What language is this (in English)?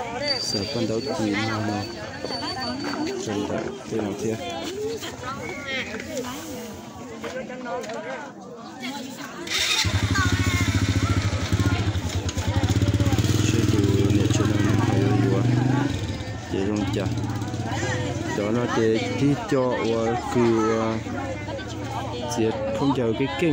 Vietnamese